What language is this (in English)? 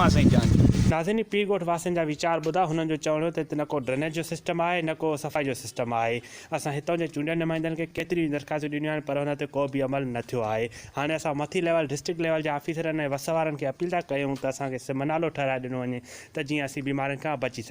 Sindhi